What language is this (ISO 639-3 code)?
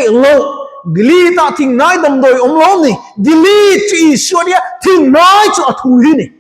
lus